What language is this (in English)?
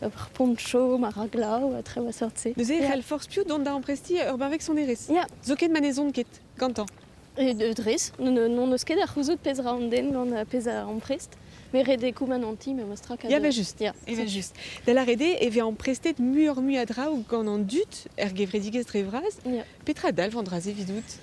Breton